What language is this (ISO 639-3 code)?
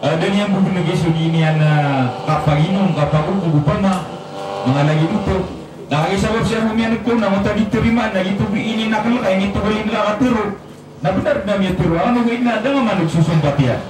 mrw